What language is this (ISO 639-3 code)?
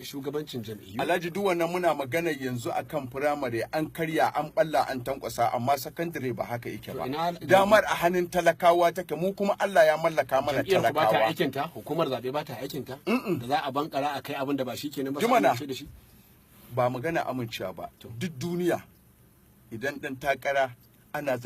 hau